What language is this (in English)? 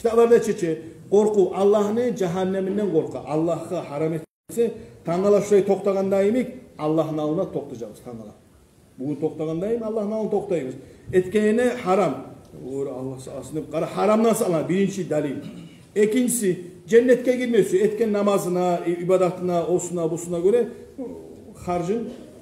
Kumyk